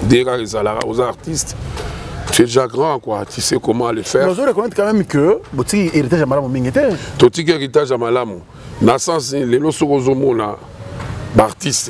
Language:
Lingala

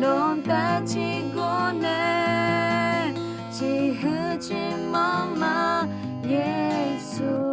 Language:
Akha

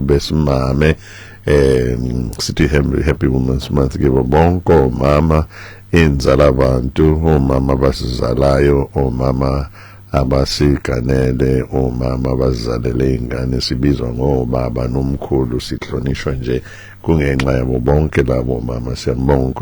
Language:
Zulu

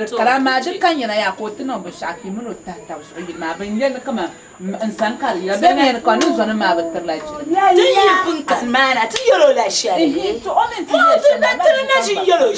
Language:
Dagbani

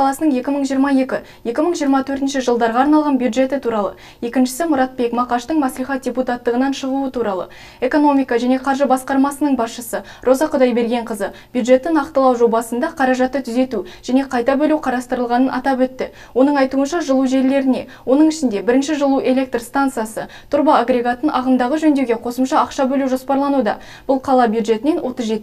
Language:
Kazakh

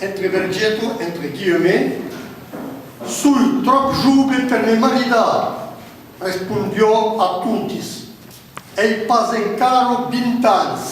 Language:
Occitan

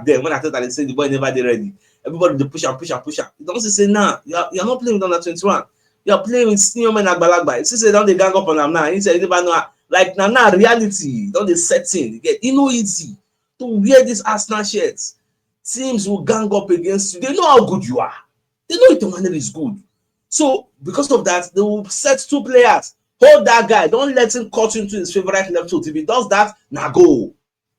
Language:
Nigerian Pidgin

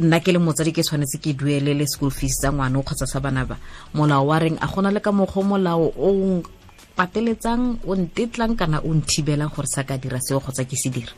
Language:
Tswana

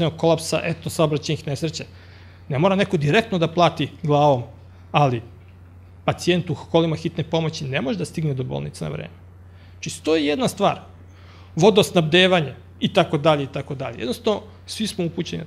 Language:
Serbian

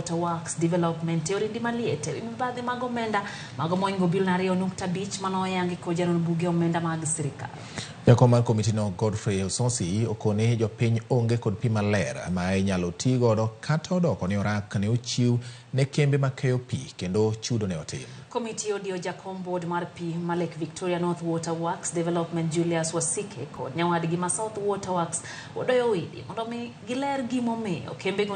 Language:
Luo (Kenya and Tanzania)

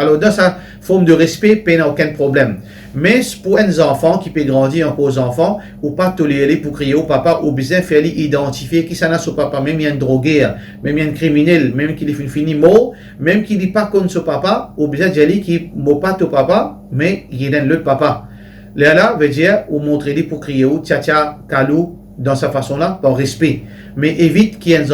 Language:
Morisyen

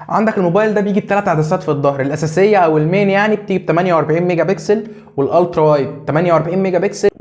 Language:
Egyptian Arabic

